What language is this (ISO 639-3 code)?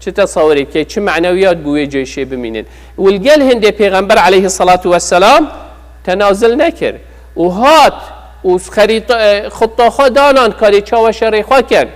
kur